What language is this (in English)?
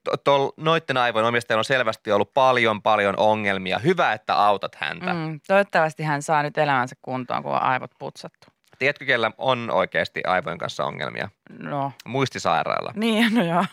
Finnish